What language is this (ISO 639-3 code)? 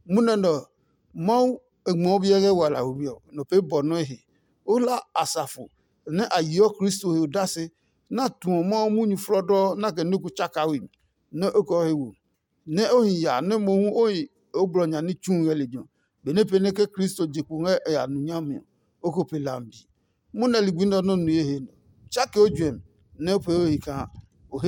ada